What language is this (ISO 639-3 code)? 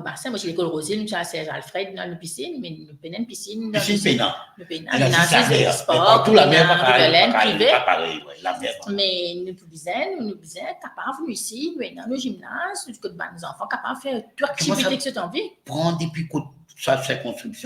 mfe